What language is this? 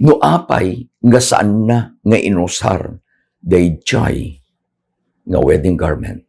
Iloko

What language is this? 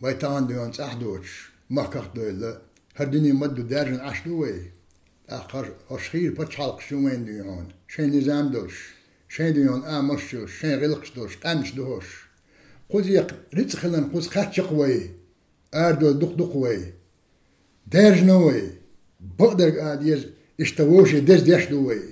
Chechen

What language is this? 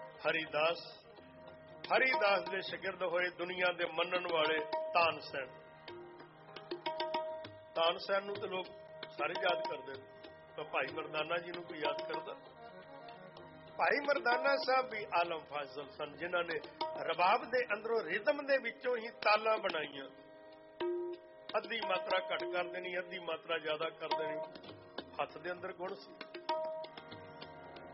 Punjabi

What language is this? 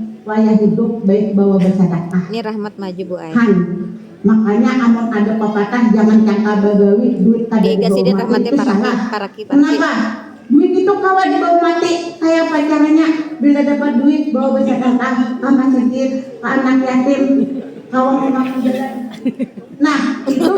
Banjar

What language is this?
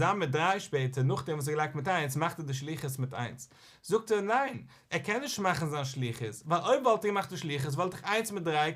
Yiddish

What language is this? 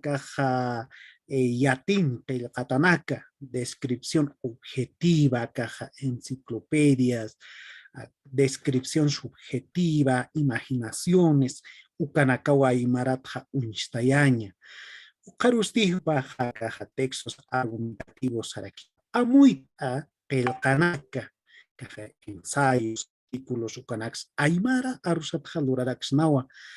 Aymara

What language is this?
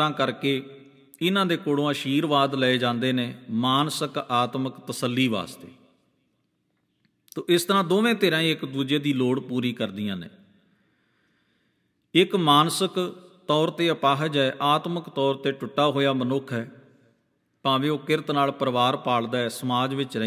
Punjabi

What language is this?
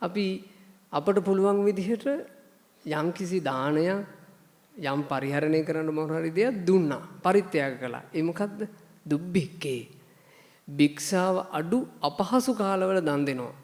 Sinhala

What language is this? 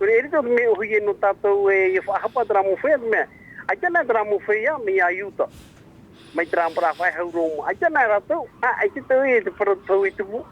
Tahitian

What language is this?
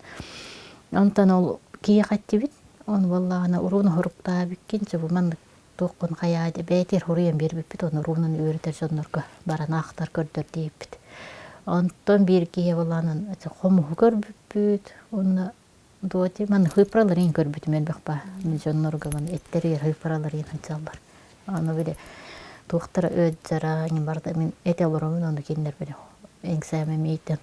Yakut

